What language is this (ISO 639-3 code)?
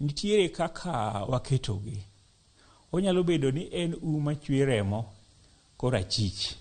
luo